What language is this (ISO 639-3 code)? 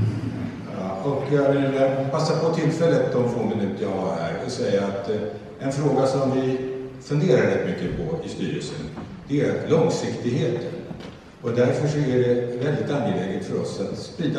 swe